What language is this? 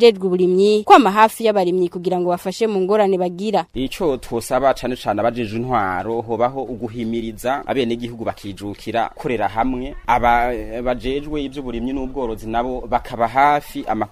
Rundi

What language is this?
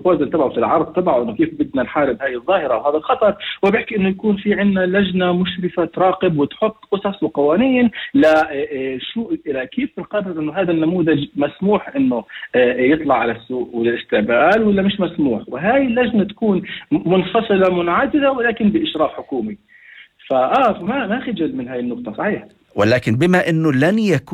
North Levantine Arabic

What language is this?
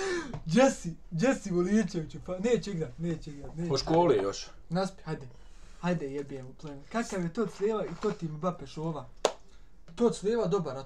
Bosnian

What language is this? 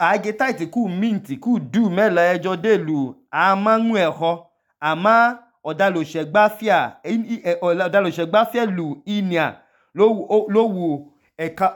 Idoma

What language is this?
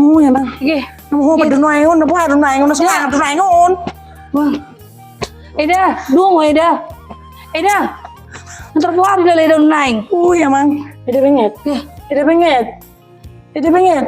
Batak Toba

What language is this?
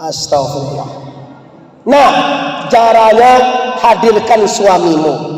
Minangkabau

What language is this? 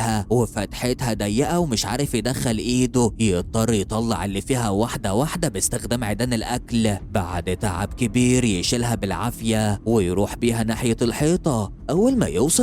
Egyptian Arabic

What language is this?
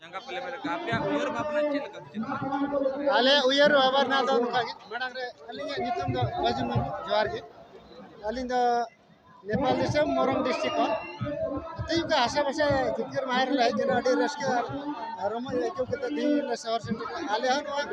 Santali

